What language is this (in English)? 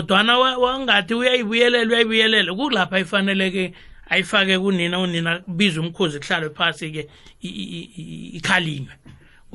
South Ndebele